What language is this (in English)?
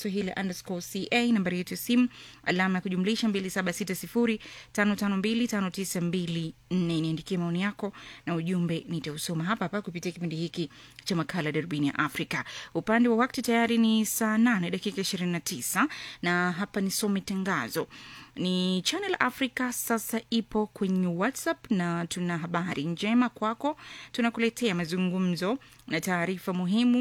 Swahili